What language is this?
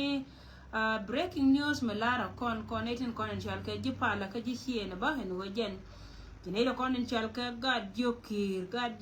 Nuer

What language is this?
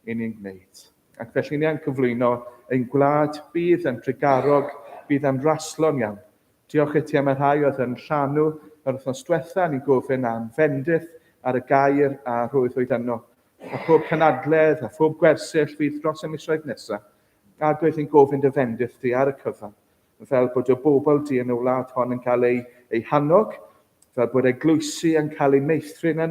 Welsh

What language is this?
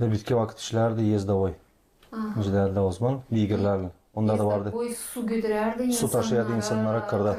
Gagauz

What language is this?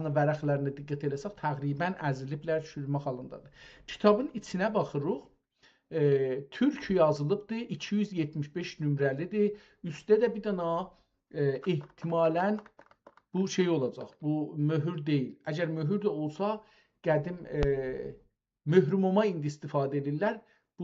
South Azerbaijani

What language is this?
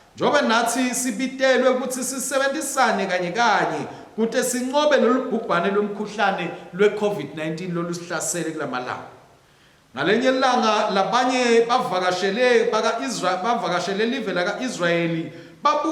Swati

